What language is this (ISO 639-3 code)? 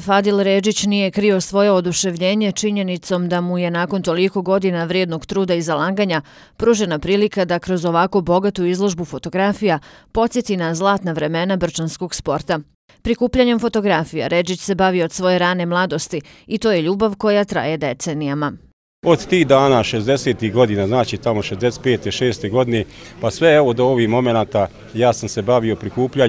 bos